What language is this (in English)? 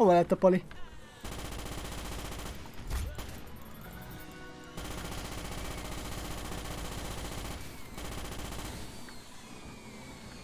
Hungarian